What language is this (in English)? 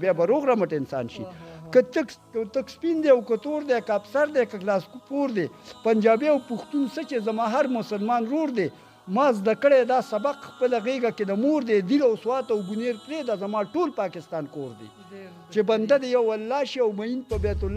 Pashto